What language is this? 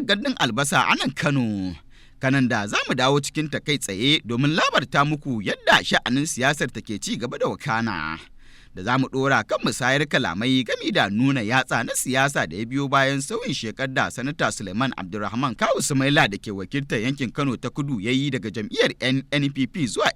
Hausa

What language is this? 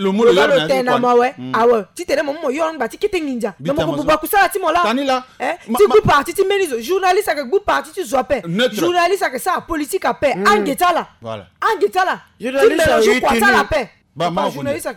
Sango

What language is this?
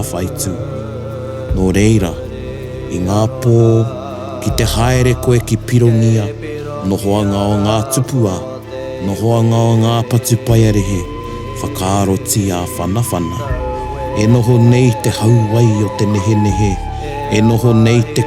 Māori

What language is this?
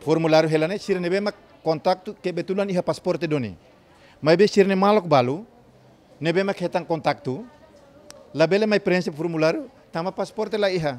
Tetum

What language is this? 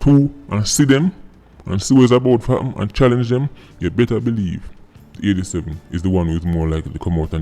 Jamaican Creole English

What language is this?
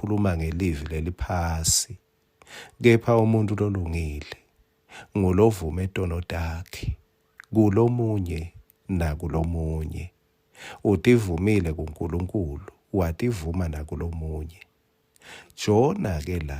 Swati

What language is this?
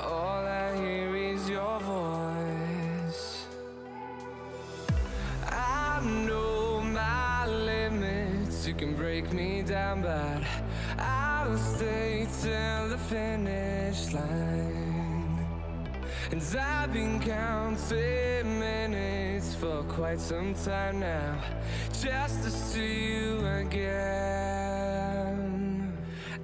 English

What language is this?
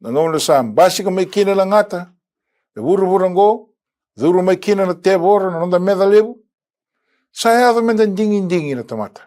Fijian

